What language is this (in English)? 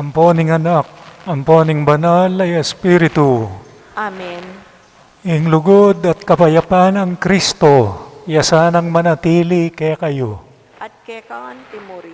Pampanga